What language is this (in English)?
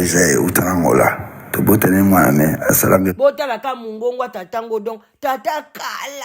Lingala